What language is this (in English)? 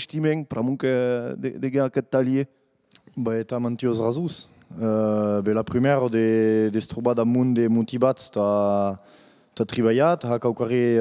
Occitan